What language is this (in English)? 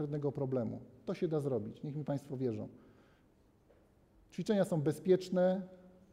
Polish